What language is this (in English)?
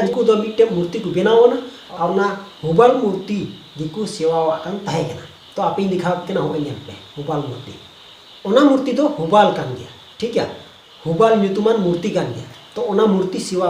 Santali